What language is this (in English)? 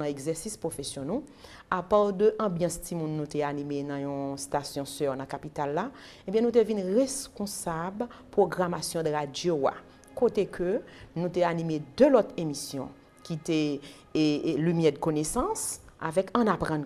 Haitian Creole